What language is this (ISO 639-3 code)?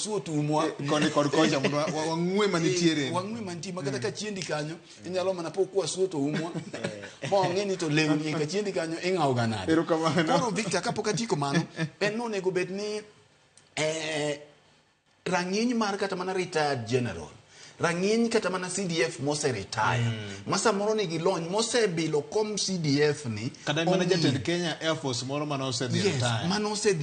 luo